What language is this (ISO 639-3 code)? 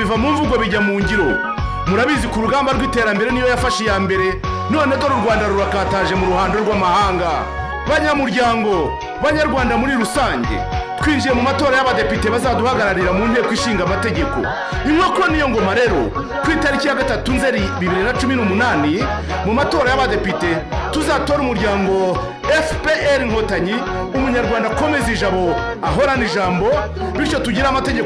kin